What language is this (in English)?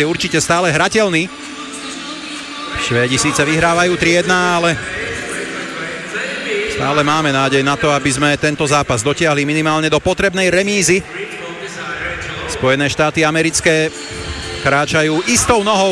Slovak